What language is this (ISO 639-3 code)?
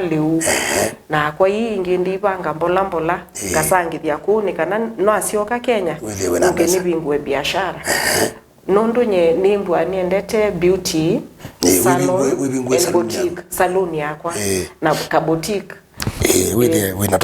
kam